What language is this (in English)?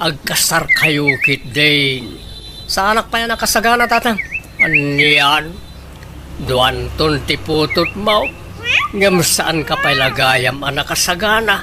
Iloko